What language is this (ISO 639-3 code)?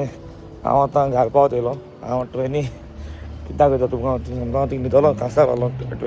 kok